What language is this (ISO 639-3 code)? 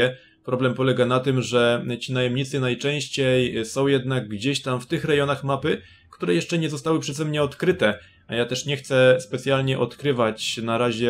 pol